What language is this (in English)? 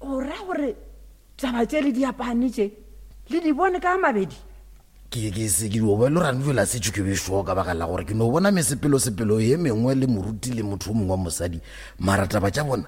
Northern Sotho